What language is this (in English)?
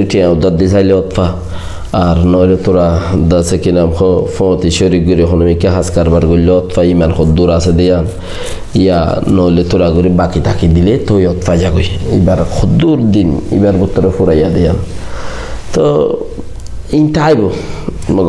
Rohingya